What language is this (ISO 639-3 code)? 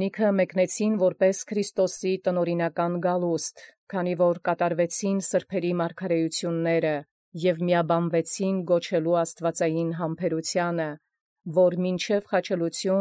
hye